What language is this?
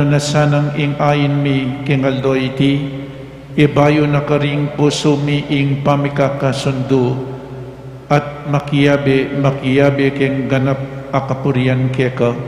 Pampanga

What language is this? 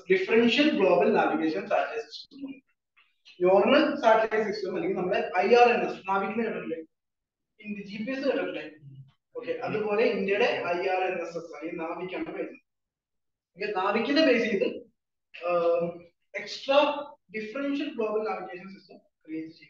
Malayalam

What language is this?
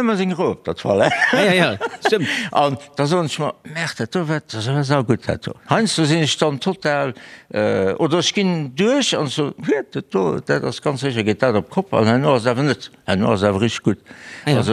Luxembourgish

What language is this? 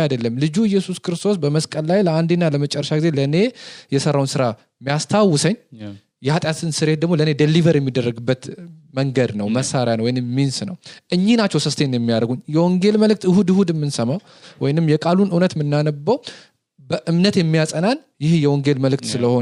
Amharic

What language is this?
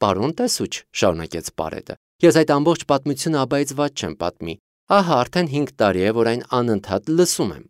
Armenian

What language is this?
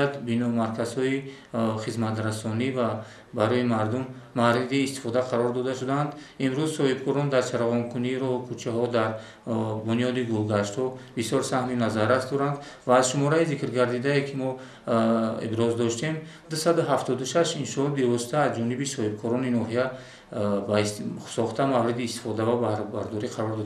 Tajik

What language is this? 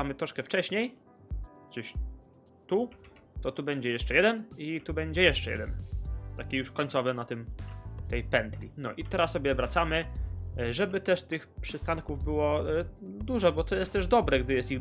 Polish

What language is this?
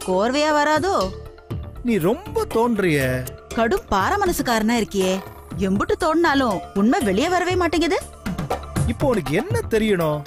Tamil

